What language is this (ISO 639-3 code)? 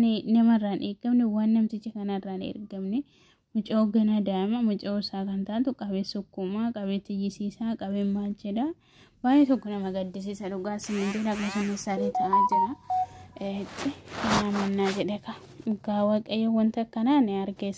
orm